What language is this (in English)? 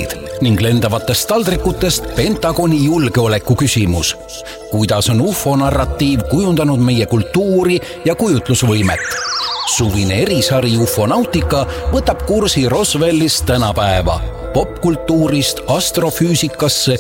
Estonian